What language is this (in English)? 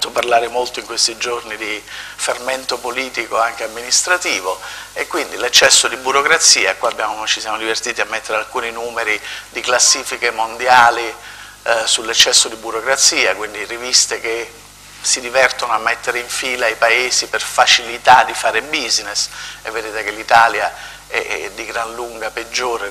Italian